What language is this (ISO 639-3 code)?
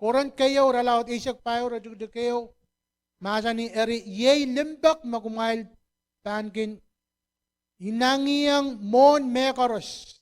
pon